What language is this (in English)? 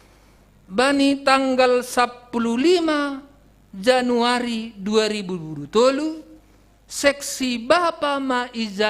Batak Simalungun